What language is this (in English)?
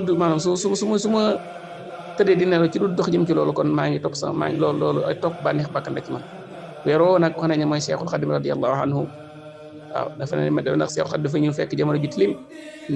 Wolof